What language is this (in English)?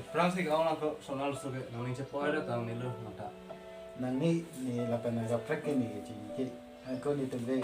Karbi